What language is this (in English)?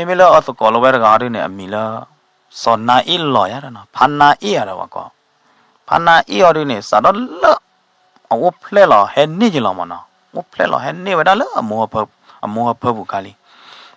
S'gaw Karen